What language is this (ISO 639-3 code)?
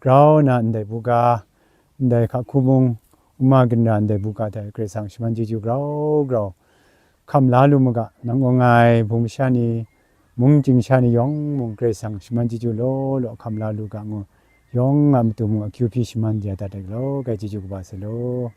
kac